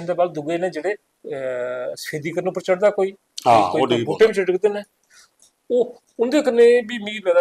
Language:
Dogri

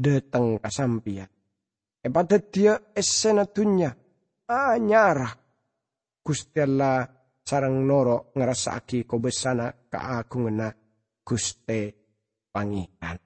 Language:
Madurese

